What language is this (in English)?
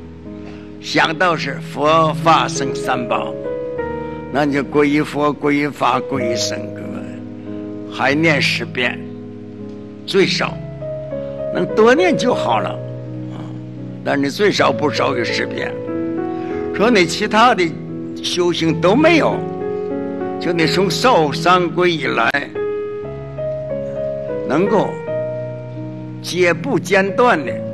Chinese